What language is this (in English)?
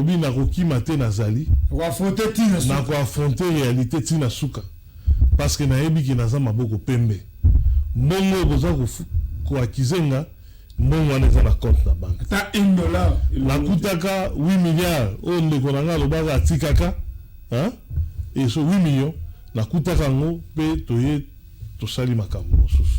Lingala